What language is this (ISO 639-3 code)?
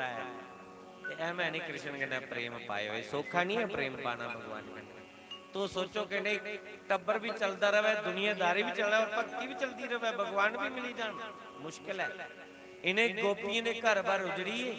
doi